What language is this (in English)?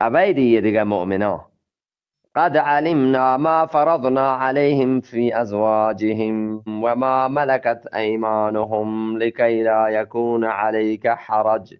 Eastern Balochi